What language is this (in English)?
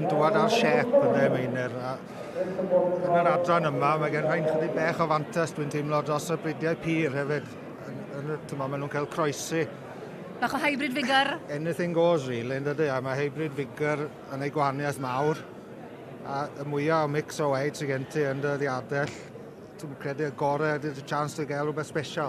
Welsh